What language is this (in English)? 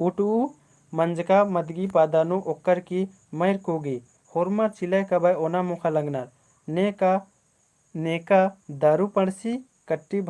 Kurukh